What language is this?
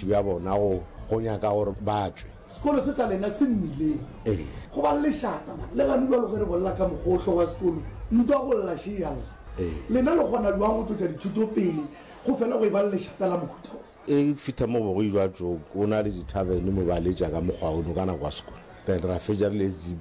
Northern Sotho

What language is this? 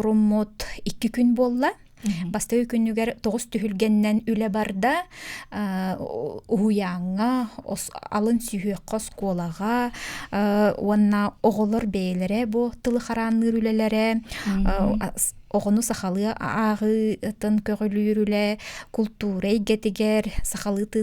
Yakut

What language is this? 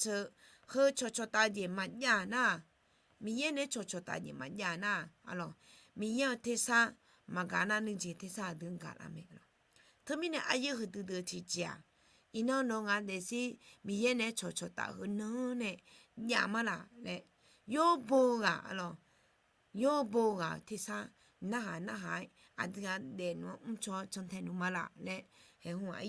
Akha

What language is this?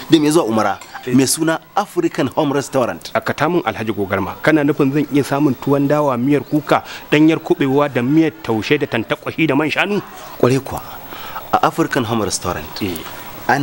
Hausa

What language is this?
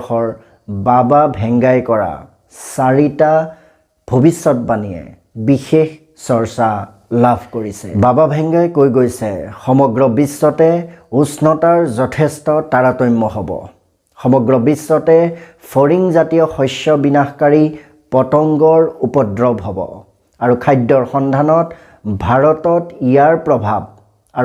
Assamese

